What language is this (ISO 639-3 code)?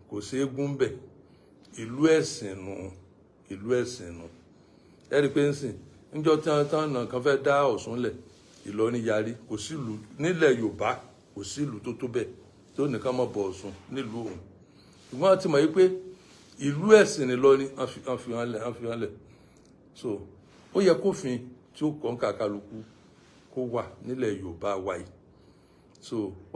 yor